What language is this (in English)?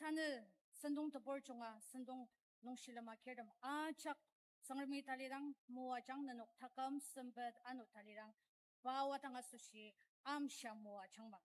Ao Naga